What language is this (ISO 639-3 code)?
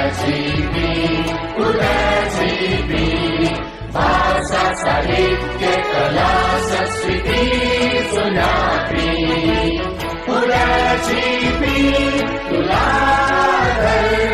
new